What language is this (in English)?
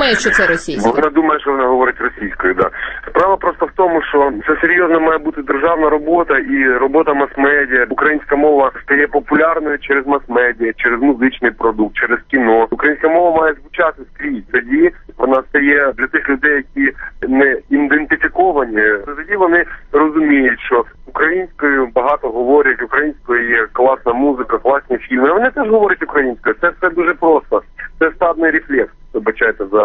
Ukrainian